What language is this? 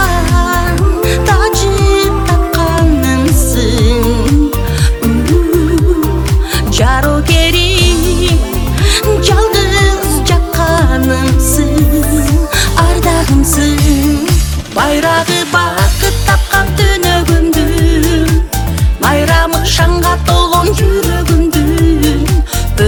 Kazakh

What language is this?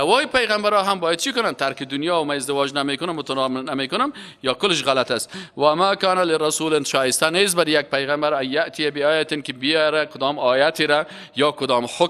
Persian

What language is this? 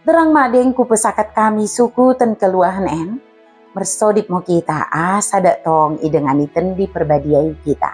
Batak Dairi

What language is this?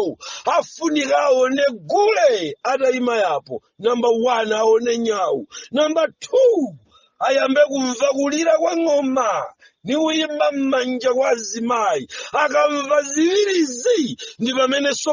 Nyanja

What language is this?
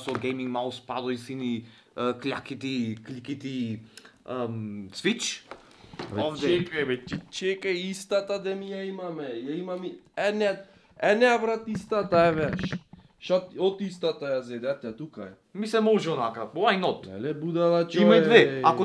Macedonian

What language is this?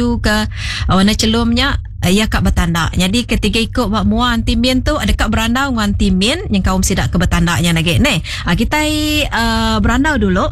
Iban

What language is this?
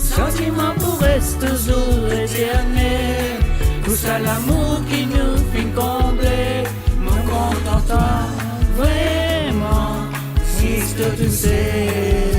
Morisyen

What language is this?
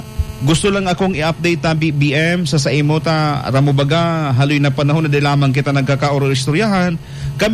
Bikol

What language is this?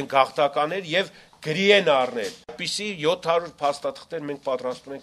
Armenian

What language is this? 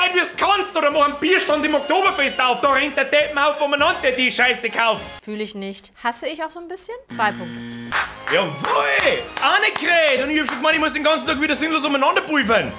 Bavarian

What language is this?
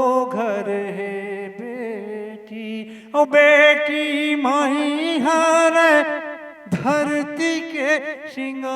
Chhattisgarhi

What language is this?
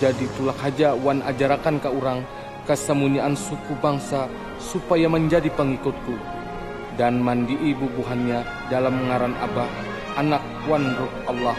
Banjar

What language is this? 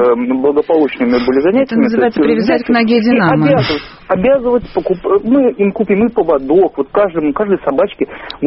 Russian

